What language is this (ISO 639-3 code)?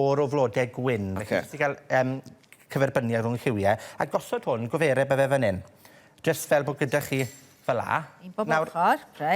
cym